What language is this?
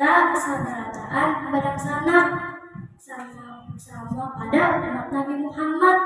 Banjar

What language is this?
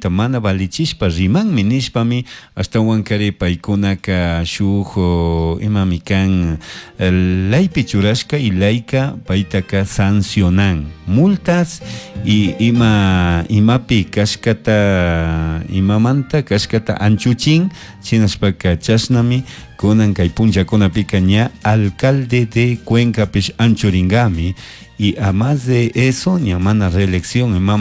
Chimborazo Highland Quichua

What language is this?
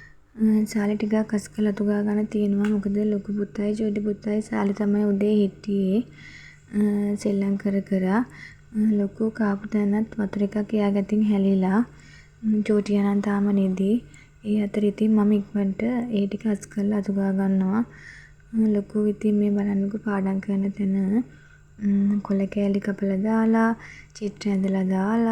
Sinhala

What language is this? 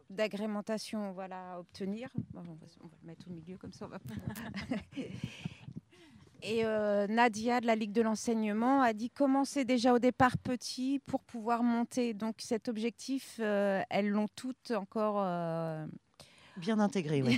French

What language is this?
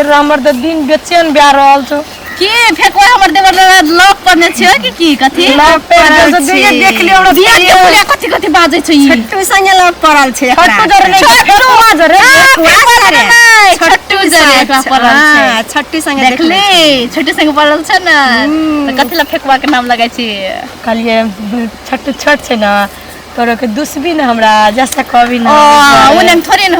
Maithili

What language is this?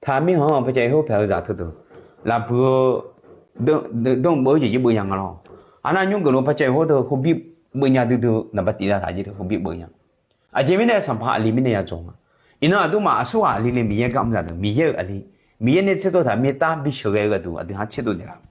Akha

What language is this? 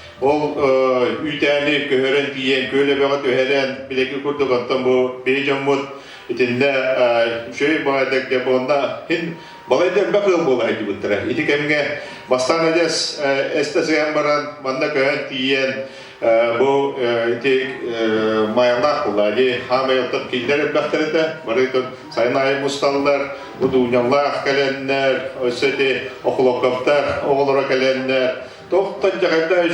Yakut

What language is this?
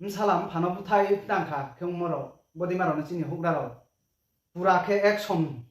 Riang (India)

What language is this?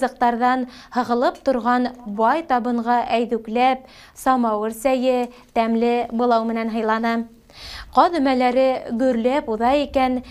Bashkir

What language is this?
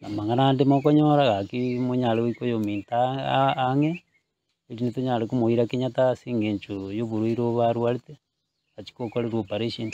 Gusii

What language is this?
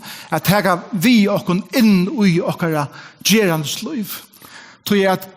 Faroese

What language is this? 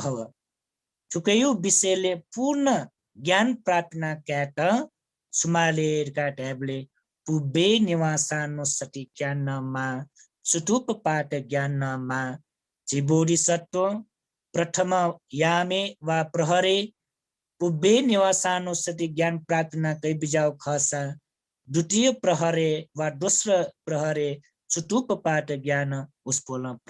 Newari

